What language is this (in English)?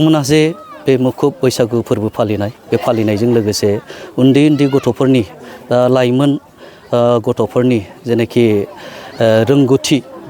Bodo